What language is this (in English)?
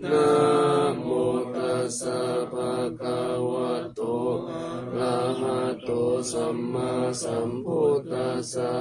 Pali